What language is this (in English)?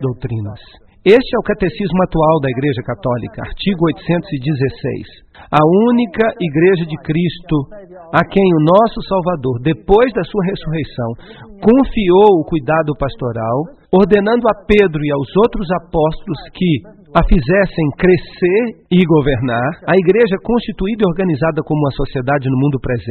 Portuguese